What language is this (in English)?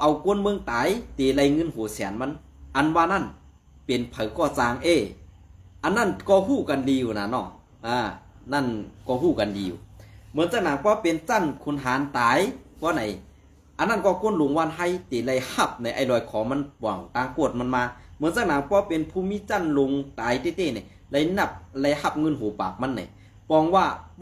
Shan